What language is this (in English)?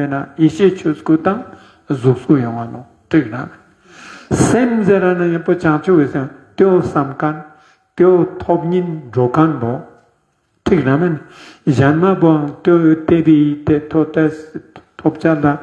Ladakhi